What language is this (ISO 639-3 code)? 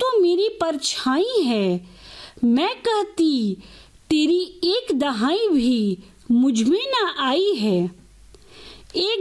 hin